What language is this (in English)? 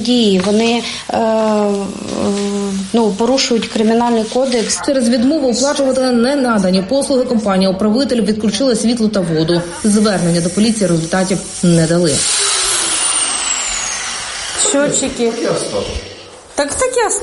Ukrainian